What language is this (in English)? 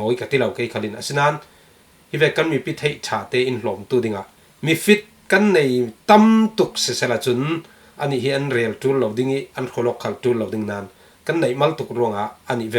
Falam Chin